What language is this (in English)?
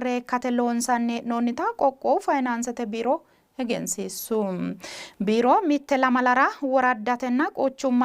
Sidamo